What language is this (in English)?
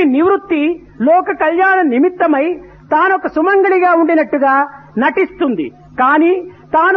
Telugu